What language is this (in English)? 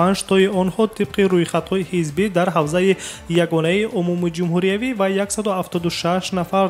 Tajik